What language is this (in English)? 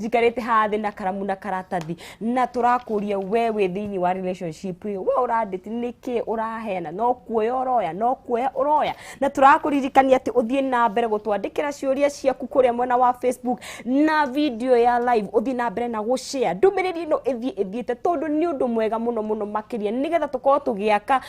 Kikuyu